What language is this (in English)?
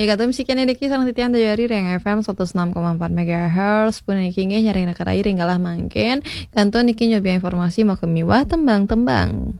Balinese